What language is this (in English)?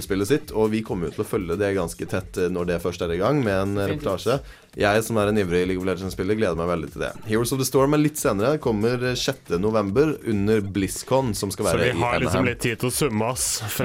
Norwegian